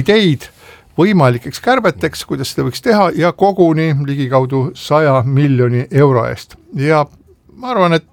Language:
Estonian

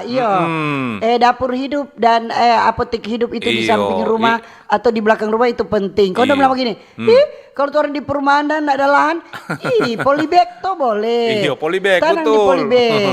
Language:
Manado Malay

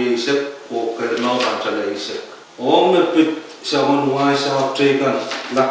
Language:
Pohnpeian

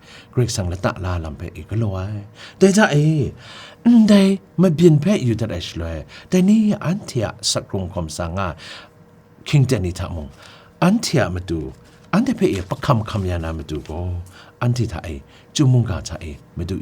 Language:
Kachin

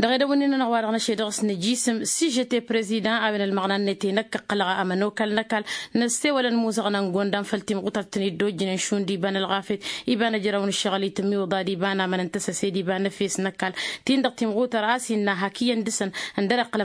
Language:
Tamasheq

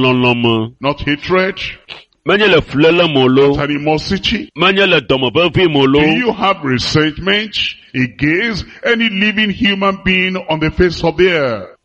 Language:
Ewe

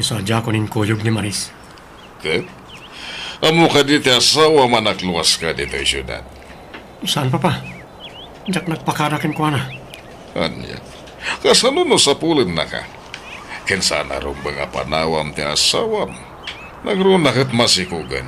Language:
Iloko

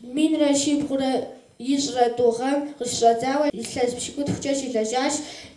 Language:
Kabardian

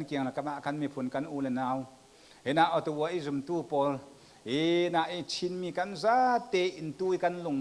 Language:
Falam Chin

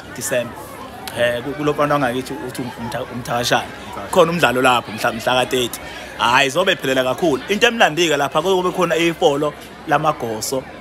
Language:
Zulu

